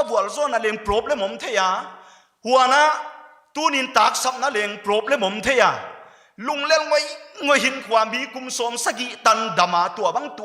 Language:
Paite Chin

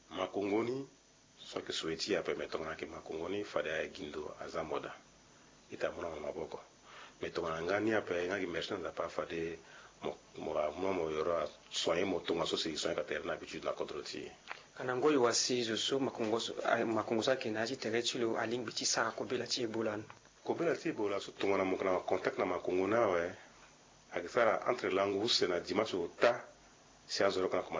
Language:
Sango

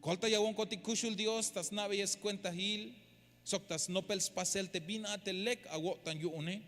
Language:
Tzeltal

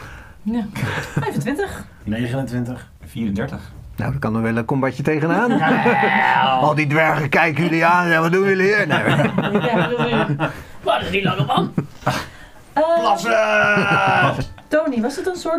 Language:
Dutch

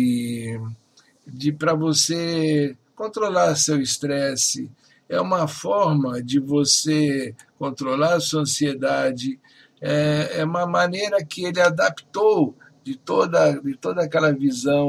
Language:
Portuguese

